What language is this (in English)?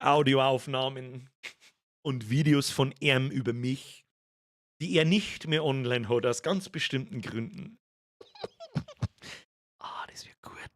Bavarian